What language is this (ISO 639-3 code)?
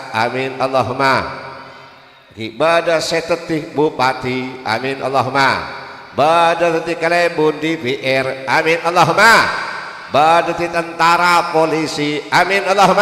mad